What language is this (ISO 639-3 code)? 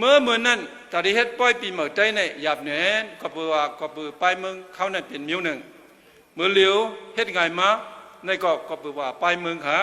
shn